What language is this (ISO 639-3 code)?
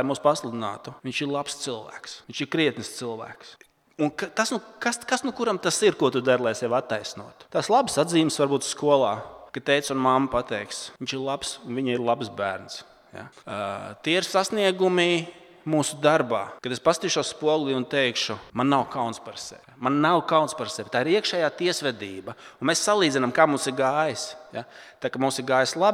lav